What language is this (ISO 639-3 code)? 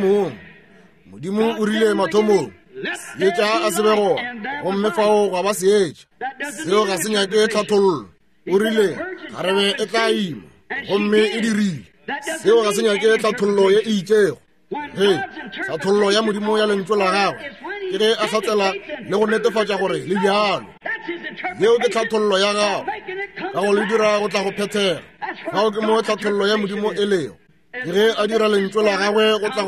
nso